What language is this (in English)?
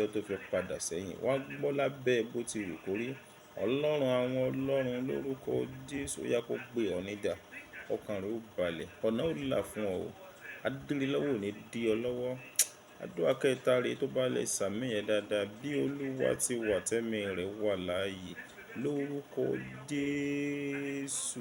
Yoruba